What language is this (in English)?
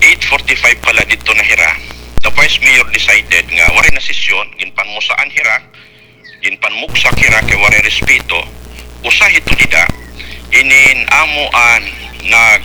Waray